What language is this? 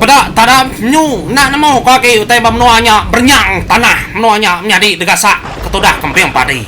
Iban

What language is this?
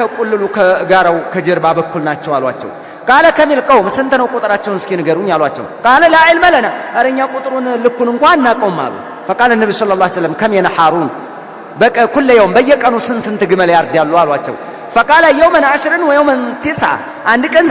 Amharic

